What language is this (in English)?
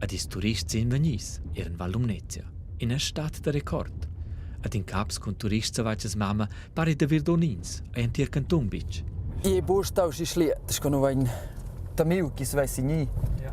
Romansh